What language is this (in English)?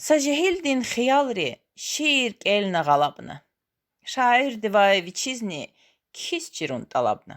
Lezghian